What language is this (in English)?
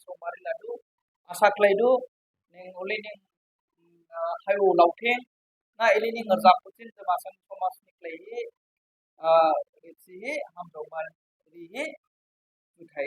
Dimasa